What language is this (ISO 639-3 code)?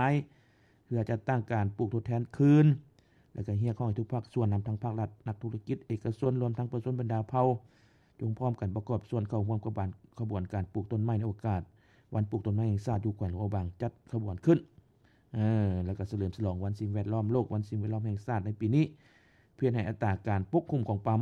lao